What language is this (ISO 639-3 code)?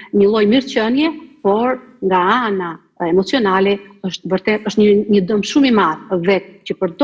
sqi